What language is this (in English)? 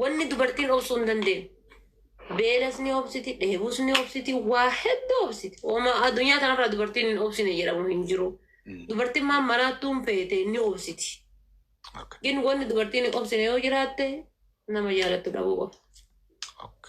Oromo